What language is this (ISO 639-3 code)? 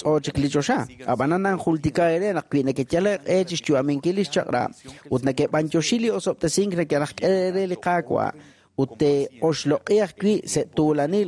kek